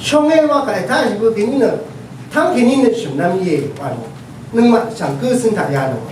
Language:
Rawang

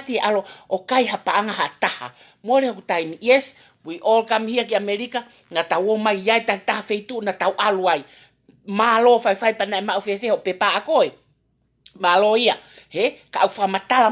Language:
Tongan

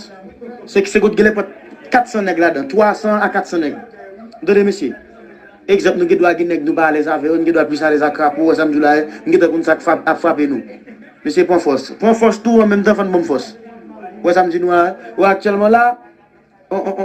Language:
Haitian Creole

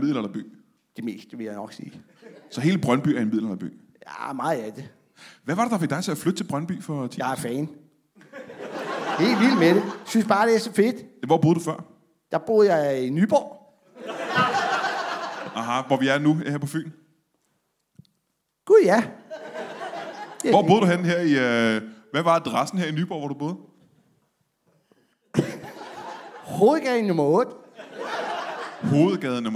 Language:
Danish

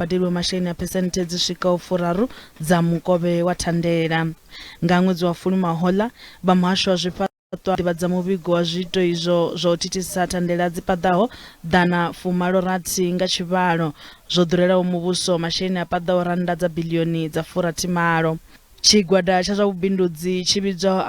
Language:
Venda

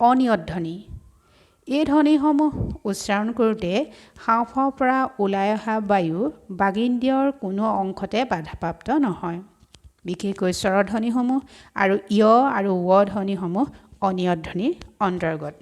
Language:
Assamese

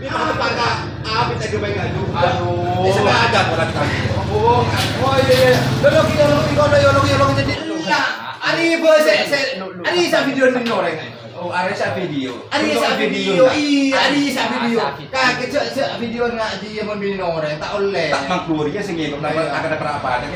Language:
Madurese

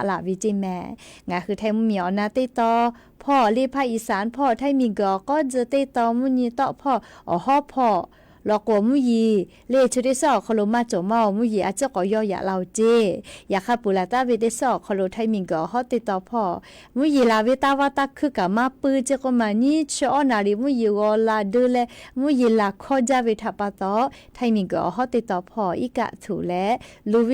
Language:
Lahu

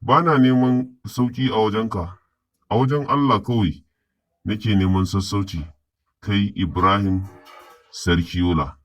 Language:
Hausa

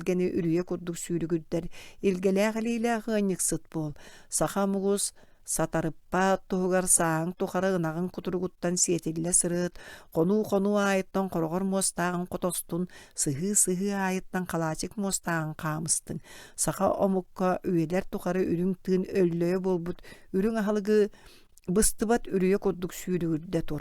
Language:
Yakut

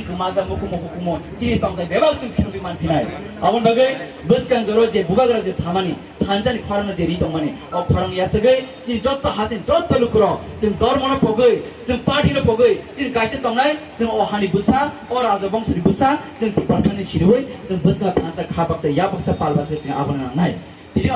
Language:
Kok Borok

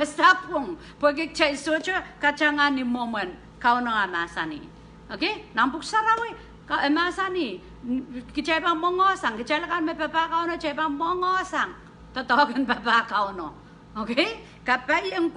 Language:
Pohnpeian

